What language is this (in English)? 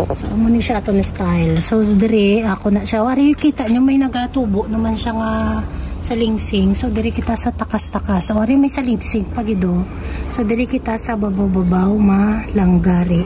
Hiligaynon